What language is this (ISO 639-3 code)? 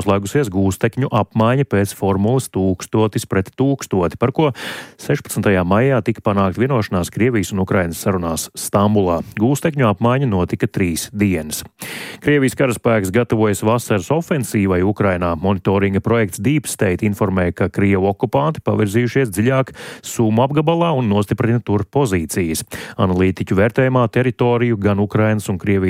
lav